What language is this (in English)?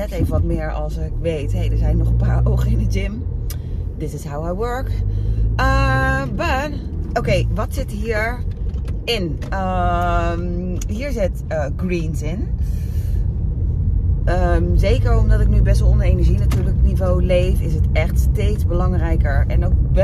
Dutch